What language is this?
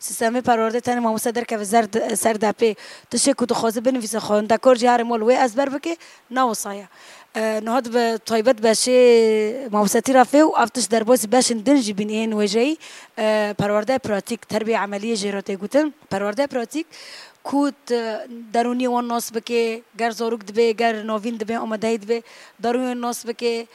Kurdish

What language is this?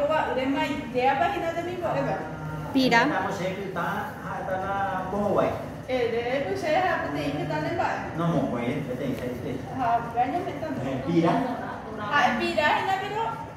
Guarani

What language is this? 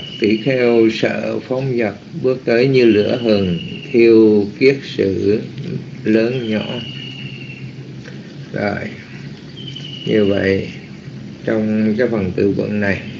Vietnamese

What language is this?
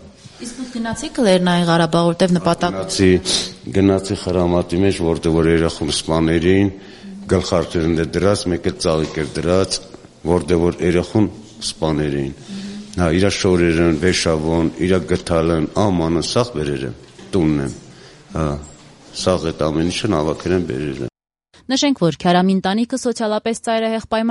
Armenian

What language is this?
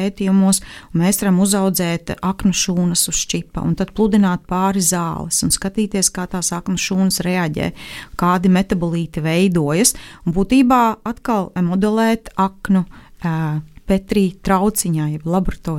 Latvian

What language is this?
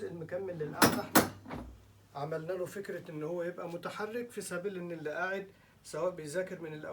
Egyptian Arabic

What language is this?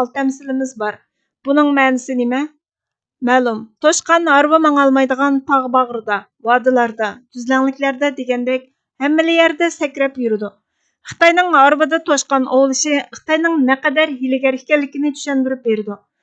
Uyghur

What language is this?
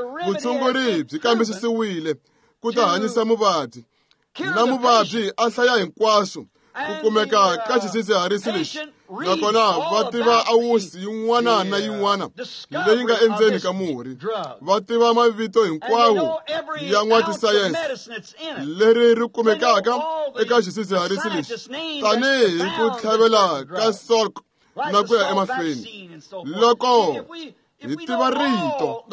Tsonga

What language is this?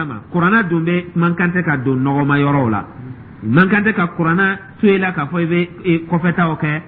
Dyula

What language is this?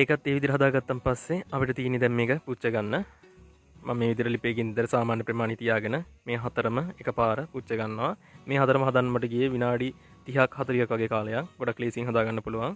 Sinhala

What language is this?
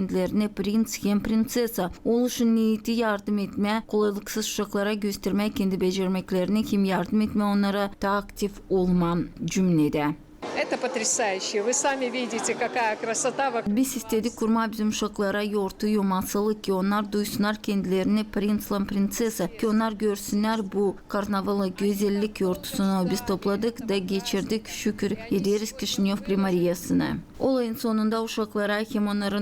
Gagauz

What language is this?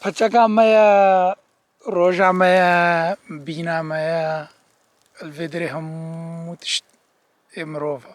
Kurdish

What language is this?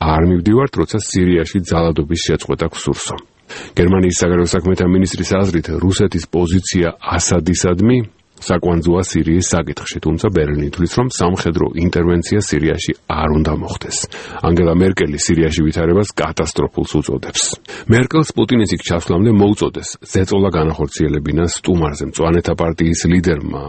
Georgian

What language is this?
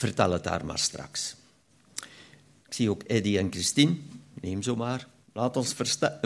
Dutch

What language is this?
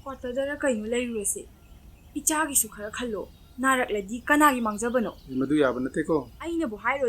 Manipuri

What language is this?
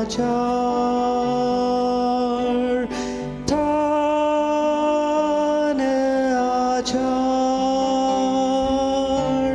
Ao Naga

